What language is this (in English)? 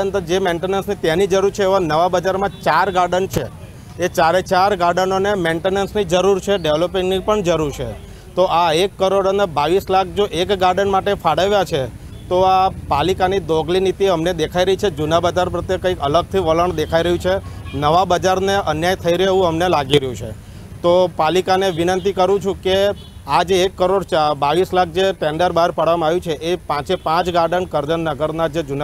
Gujarati